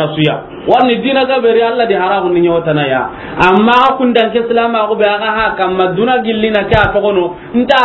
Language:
Soninke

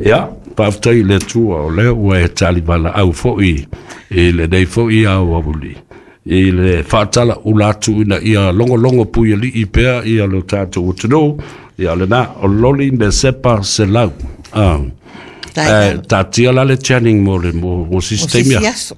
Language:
Samoan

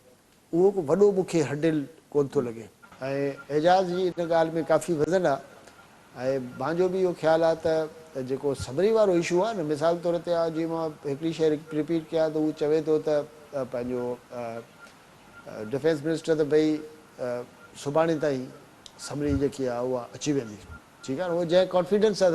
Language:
Sindhi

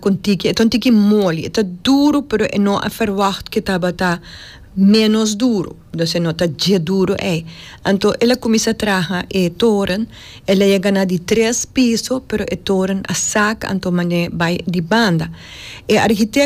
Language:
Papiamento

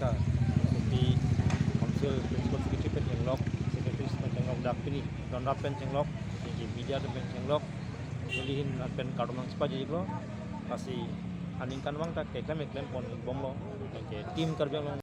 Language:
Karbi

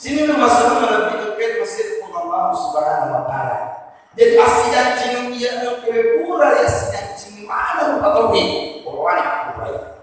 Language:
Buginese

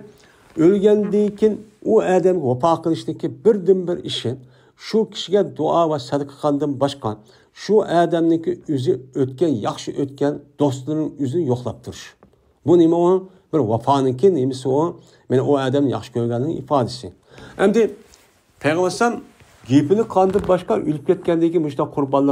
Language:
Uyghur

